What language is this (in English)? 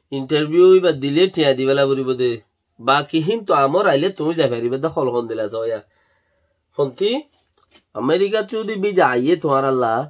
Rohingya